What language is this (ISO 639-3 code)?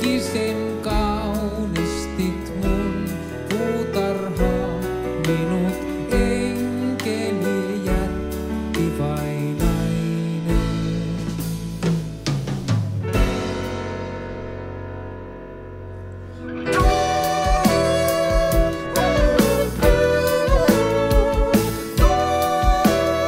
fin